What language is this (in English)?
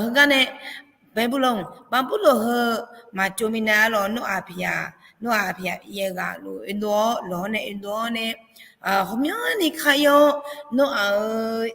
Akha